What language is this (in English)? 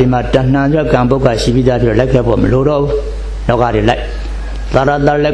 Burmese